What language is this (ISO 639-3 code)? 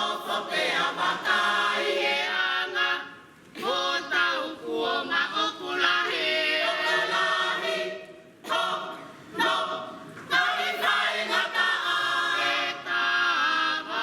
ton